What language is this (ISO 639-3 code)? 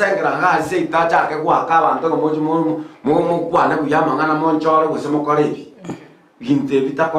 guz